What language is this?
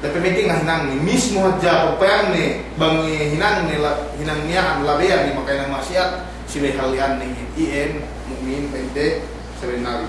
Yakan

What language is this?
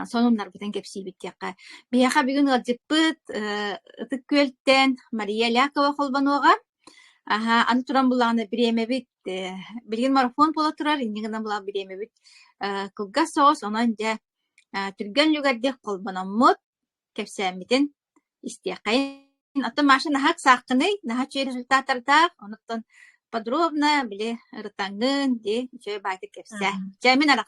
Yakut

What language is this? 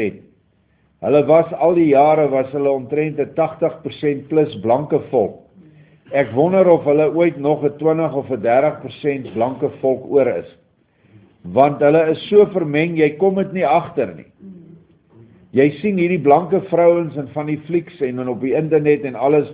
Afrikaans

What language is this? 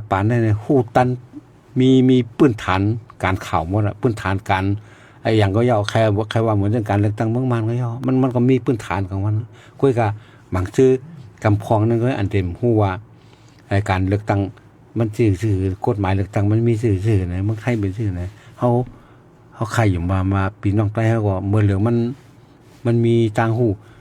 Shan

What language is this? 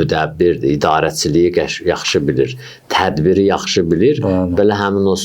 Azerbaijani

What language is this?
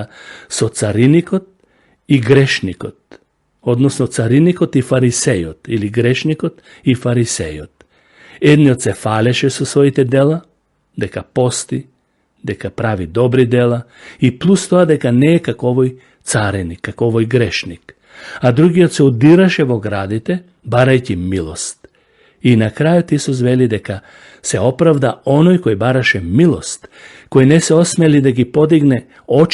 Macedonian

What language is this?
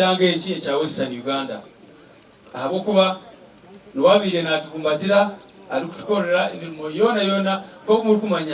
Nyankole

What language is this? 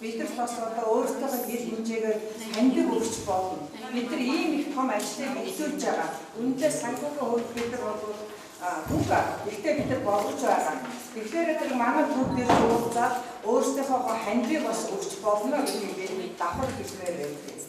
Mongolian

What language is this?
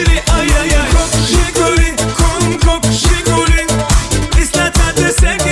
Turkmen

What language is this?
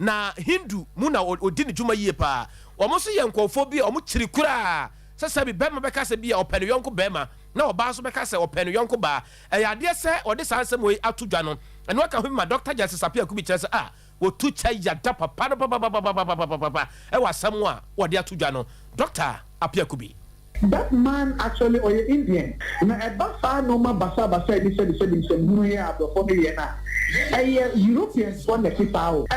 Akan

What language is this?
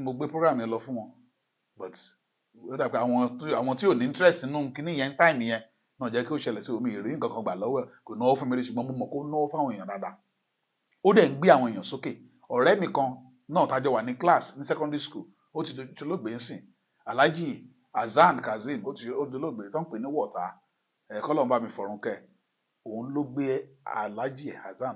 Yoruba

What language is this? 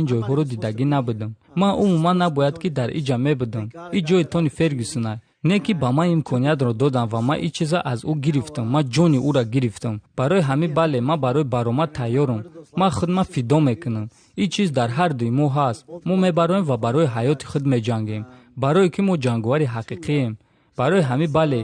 Tajik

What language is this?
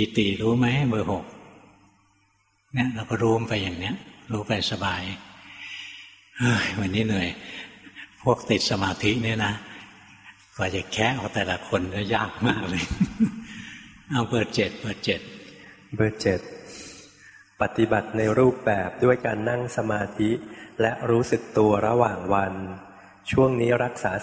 Thai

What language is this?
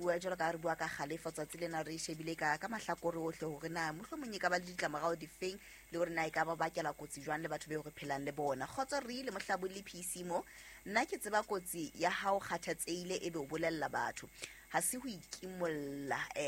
Southern Sotho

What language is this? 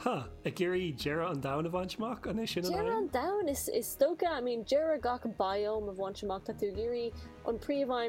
Irish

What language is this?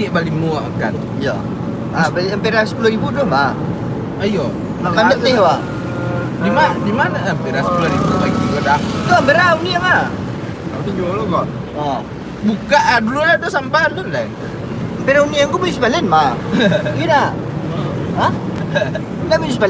Minangkabau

